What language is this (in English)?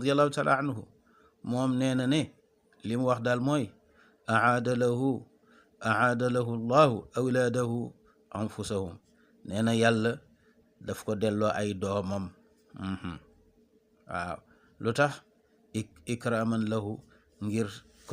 Wolof